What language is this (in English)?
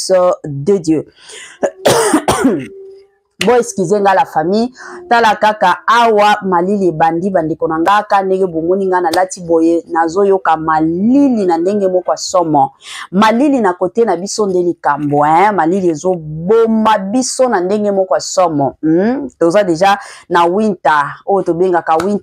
Lingala